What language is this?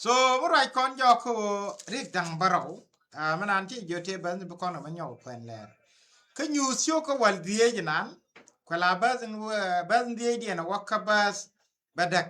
Nuer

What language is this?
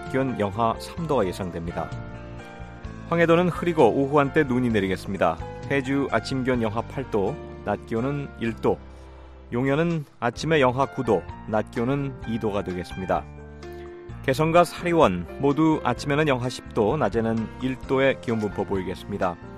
Korean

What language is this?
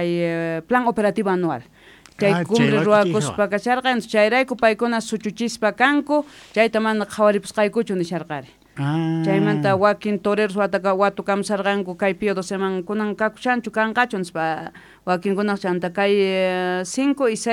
South Bolivian Quechua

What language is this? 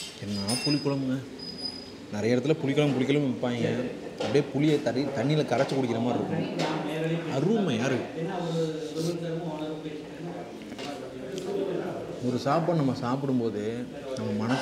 Tamil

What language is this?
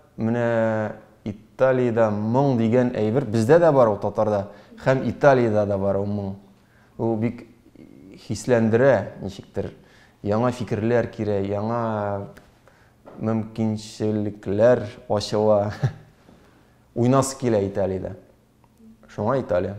Tatar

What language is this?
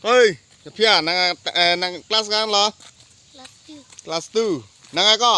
Karbi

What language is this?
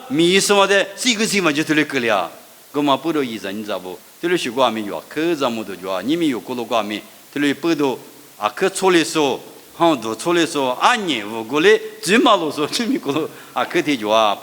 Lisu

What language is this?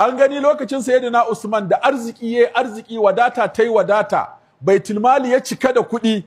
Hausa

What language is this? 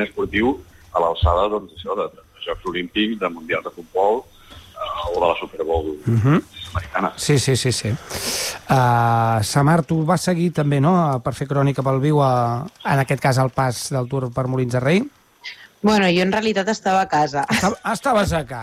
Catalan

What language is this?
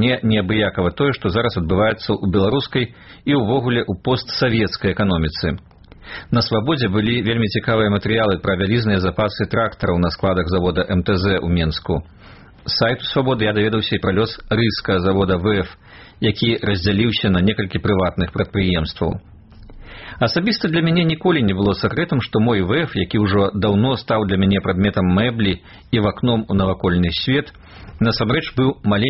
Belarusian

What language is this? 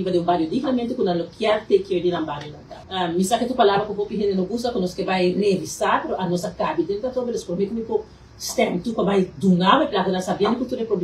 Papiamento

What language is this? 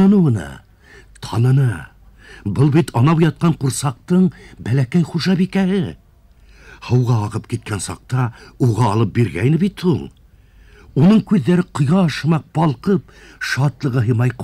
Bashkir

